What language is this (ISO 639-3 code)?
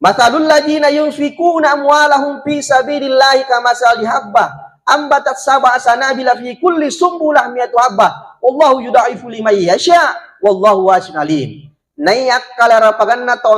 bug